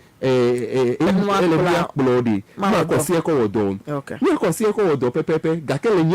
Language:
Ewe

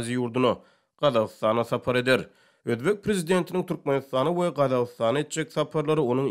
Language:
Turkmen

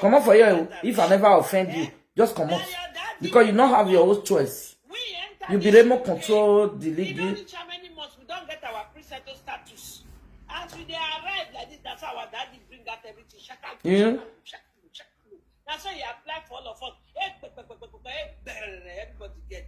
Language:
Nigerian Pidgin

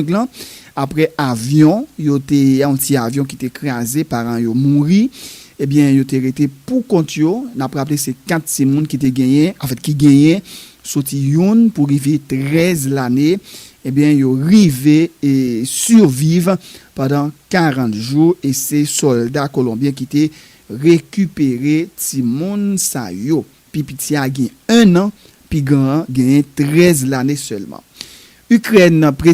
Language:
Haitian Creole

